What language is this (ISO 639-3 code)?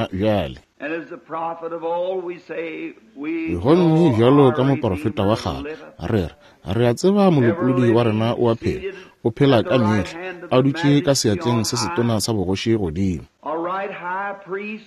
nso